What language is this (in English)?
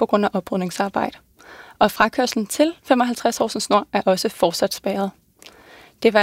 Danish